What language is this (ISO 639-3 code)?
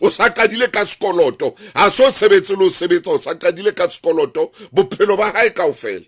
sot